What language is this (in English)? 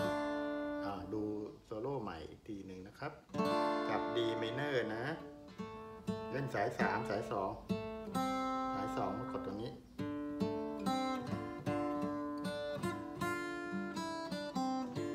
Thai